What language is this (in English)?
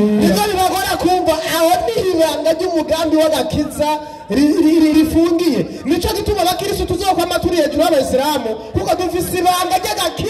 Rundi